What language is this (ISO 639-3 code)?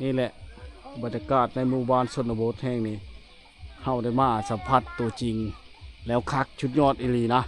lao